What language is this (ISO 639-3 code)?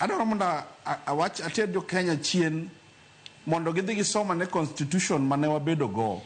luo